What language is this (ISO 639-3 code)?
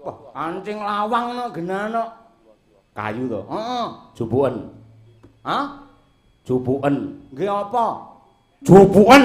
jav